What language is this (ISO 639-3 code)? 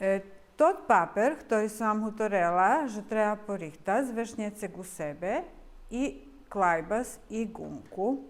rue